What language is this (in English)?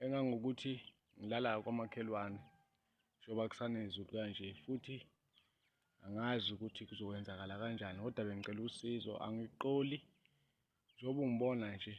Zulu